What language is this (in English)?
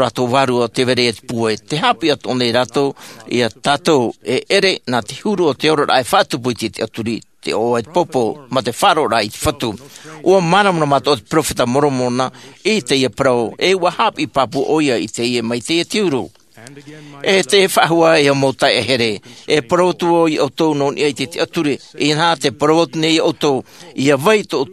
Tahitian